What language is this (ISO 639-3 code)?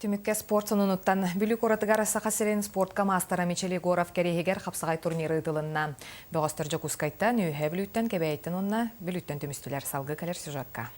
sah